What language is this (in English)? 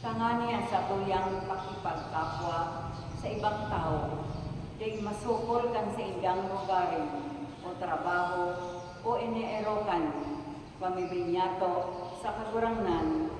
Bikol